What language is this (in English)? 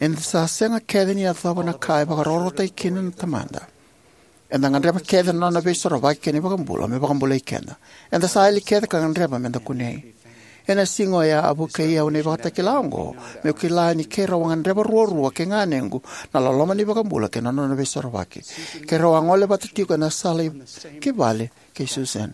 Fijian